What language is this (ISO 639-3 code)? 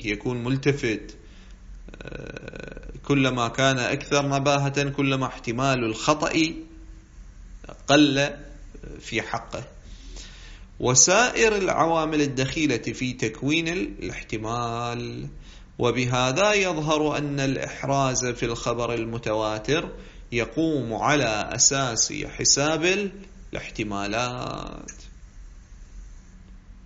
ara